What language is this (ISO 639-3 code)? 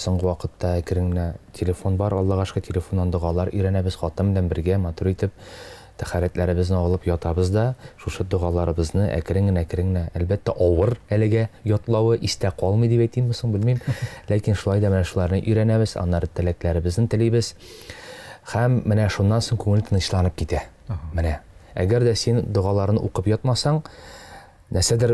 tat